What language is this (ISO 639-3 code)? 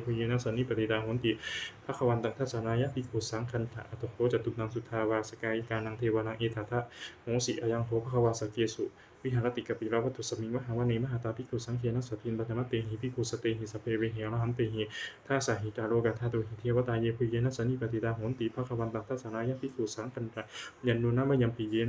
pli